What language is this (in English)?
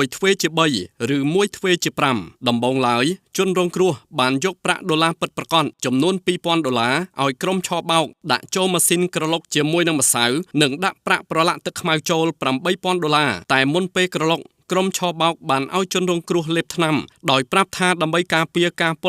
Khmer